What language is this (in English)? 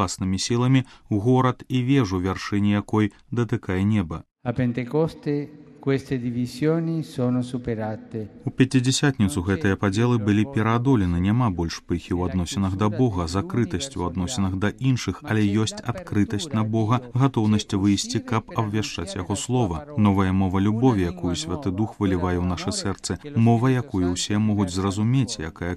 Belarusian